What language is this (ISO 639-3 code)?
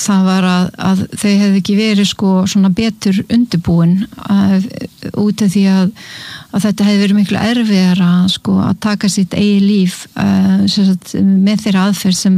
isl